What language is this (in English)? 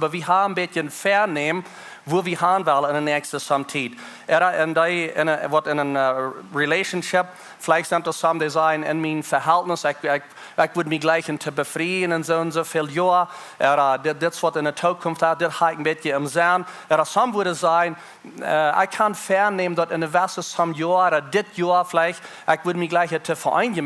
Plautdietsch